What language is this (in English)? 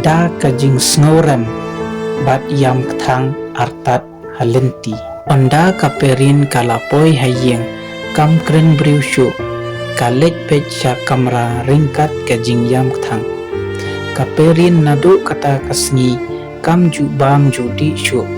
Khasi